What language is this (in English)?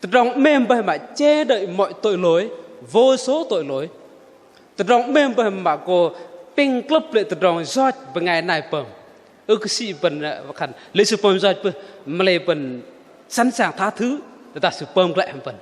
Bahnar